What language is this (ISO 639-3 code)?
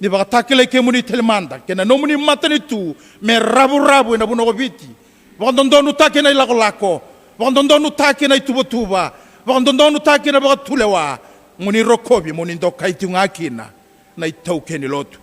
fij